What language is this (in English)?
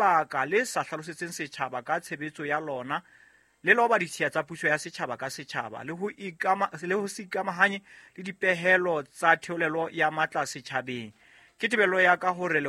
Southern Sotho